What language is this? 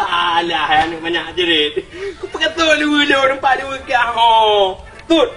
Achinese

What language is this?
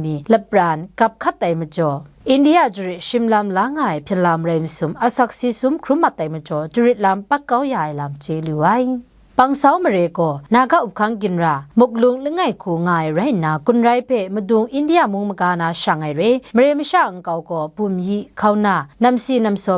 Kachin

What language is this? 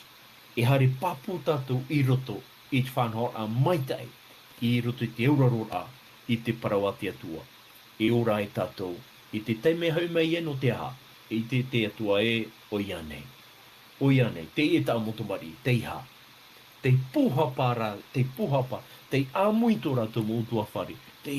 Tahitian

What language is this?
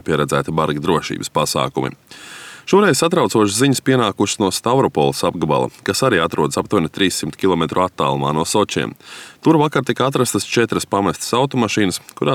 Latvian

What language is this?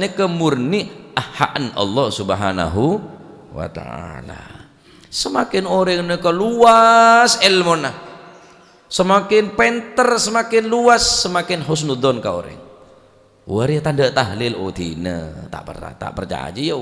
Madurese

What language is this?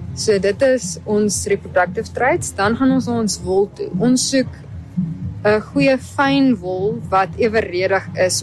Afrikaans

